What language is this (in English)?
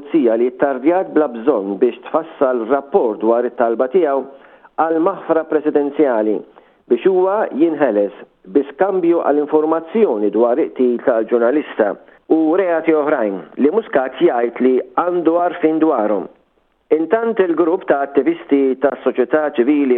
Maltese